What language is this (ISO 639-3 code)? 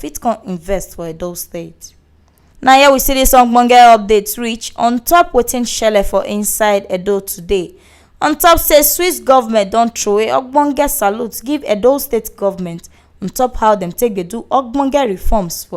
pcm